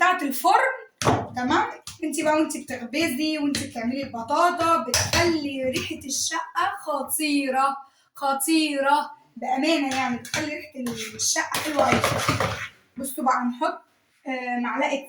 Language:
Egyptian Arabic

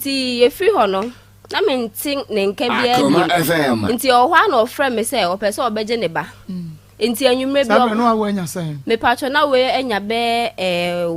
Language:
Akan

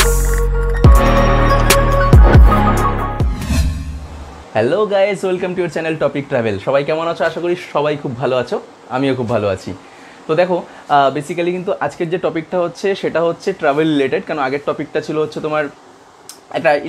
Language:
Bangla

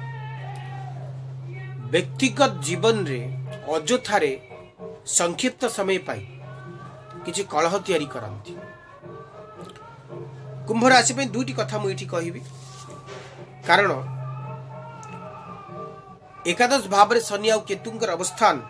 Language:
Odia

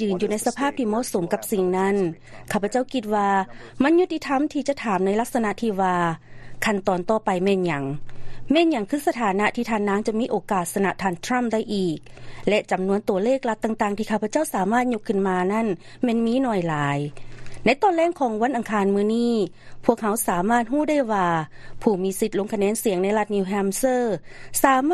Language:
Lao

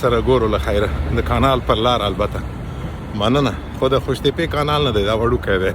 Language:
Pashto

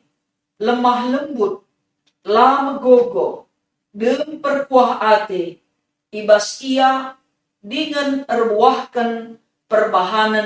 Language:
Batak Karo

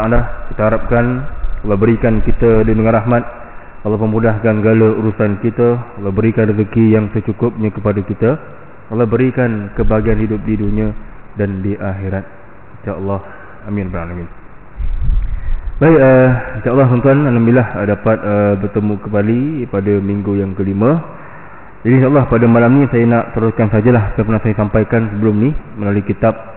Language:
Malay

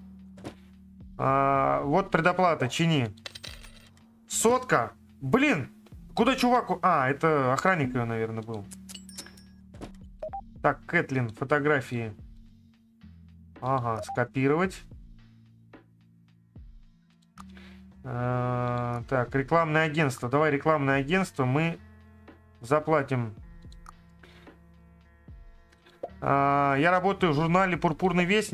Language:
Russian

